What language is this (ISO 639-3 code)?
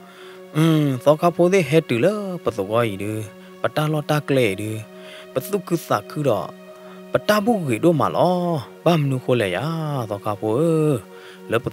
ksw